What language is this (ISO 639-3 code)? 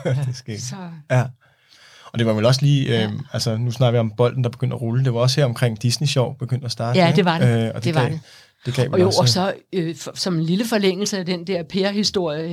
dan